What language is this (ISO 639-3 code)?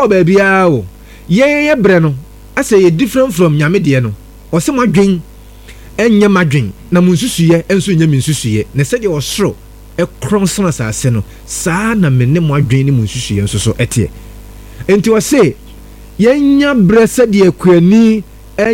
aka